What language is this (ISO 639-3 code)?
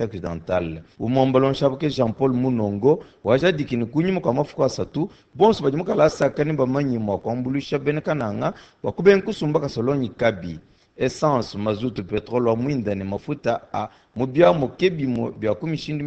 lua